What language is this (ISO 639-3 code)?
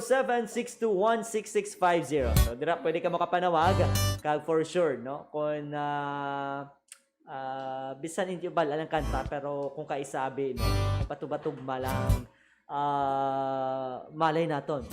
hil